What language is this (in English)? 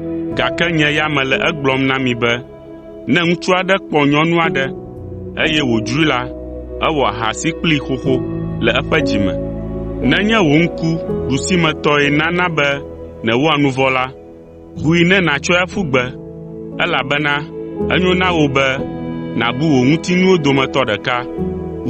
Ewe